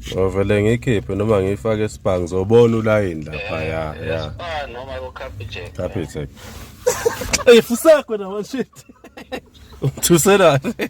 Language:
Zulu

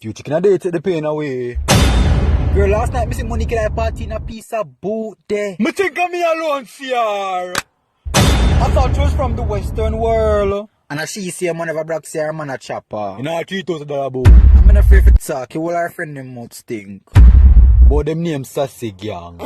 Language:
Jamaican Creole English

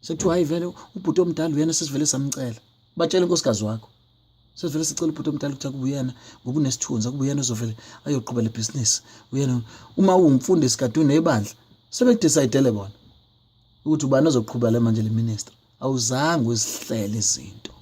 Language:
Zulu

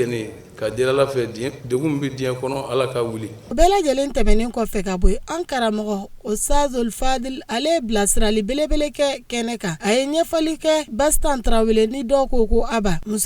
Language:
Bambara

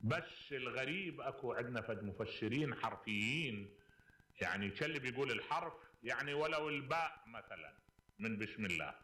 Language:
Mesopotamian Arabic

